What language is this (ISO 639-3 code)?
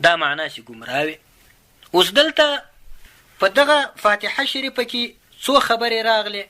pus